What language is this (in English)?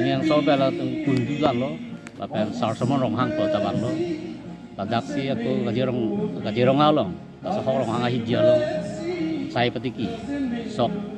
Karbi